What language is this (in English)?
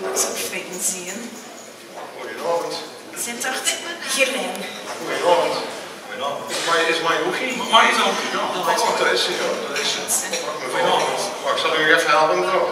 Limburgish